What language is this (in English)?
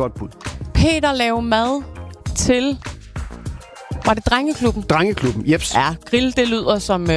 Danish